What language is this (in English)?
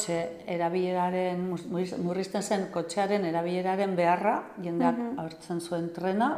Basque